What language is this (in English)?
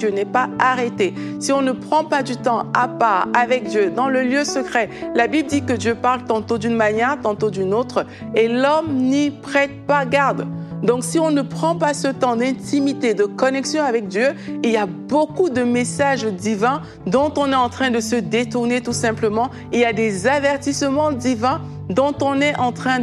French